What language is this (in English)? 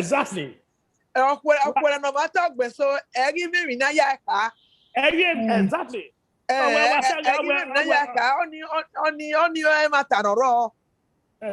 Bini